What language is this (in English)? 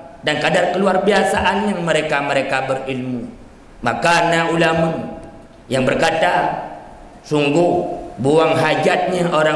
Achinese